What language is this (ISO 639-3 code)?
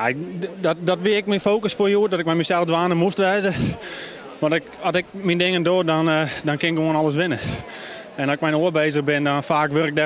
fry